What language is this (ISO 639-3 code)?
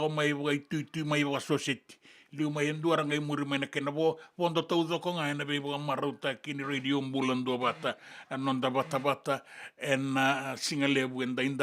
fij